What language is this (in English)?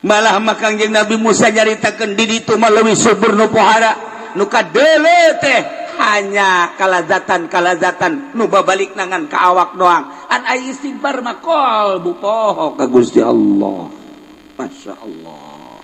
Sundanese